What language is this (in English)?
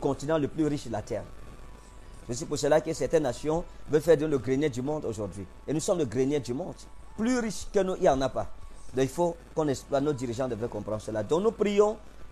French